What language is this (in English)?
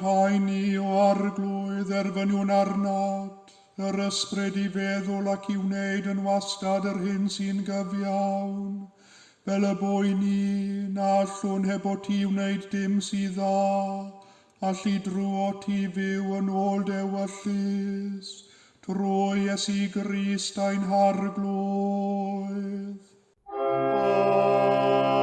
Welsh